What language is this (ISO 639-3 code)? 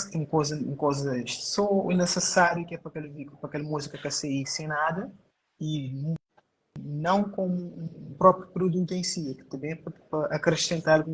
kea